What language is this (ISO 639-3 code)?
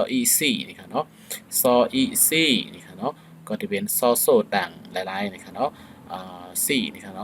shn